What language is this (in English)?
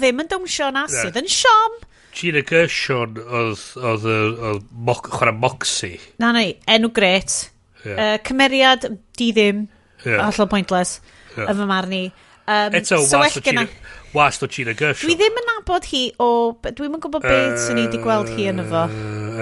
Welsh